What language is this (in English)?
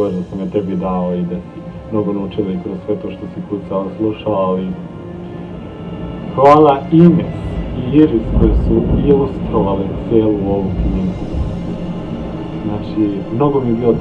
Serbian